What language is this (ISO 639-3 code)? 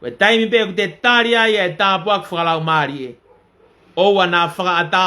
ton